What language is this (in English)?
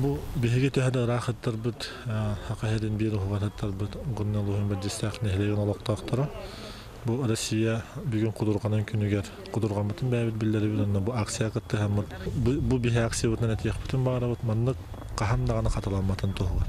Yakut